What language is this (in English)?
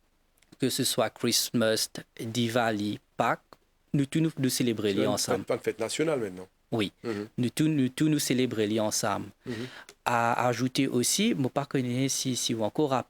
Morisyen